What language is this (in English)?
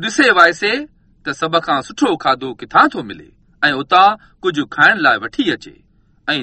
Sindhi